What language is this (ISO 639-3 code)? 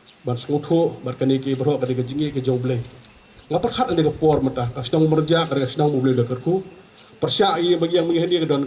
kha